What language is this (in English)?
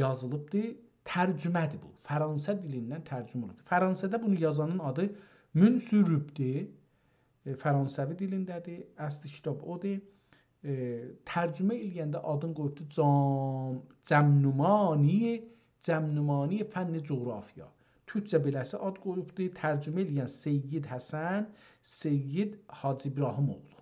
South Azerbaijani